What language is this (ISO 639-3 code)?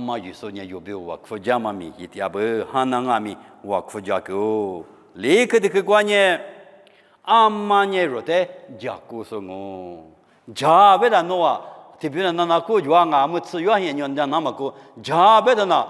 lis